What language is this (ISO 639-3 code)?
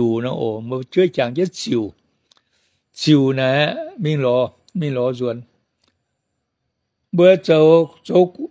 tha